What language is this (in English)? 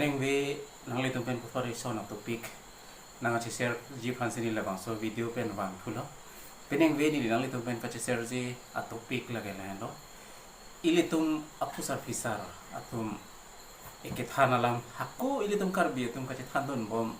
Karbi